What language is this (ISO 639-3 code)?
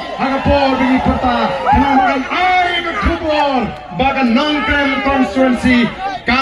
kha